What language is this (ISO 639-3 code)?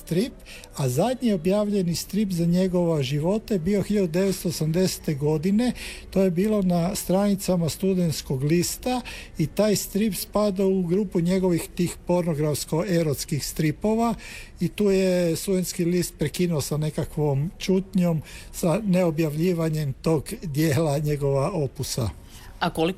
hrv